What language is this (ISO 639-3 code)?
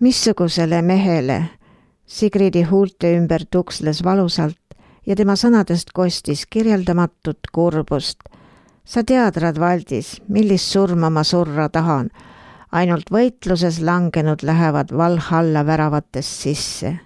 est